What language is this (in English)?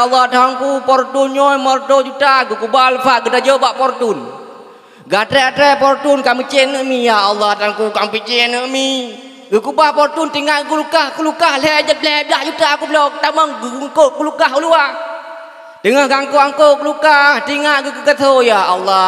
Achinese